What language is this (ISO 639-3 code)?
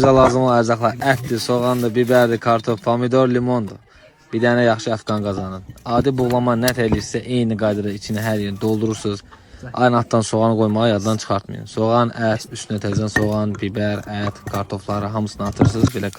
aze